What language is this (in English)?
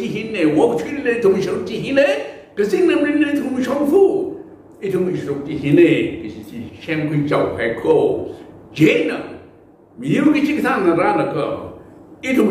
Tangkhul Naga (India)